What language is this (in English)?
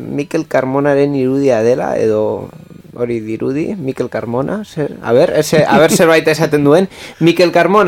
Basque